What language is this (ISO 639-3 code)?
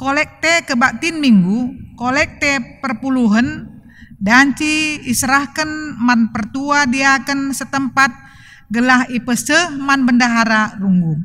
btx